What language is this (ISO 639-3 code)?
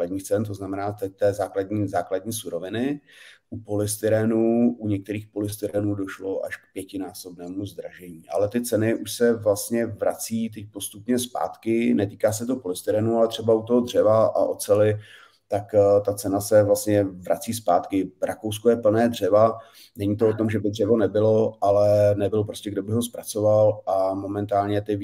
ces